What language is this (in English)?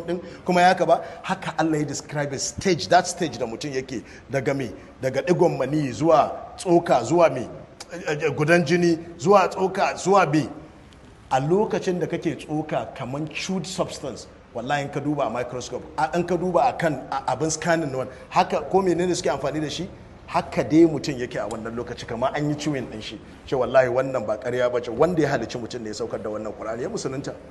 Hausa